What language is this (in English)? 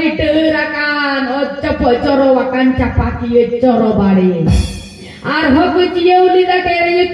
Santali